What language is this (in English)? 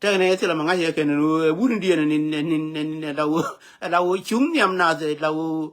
Nuer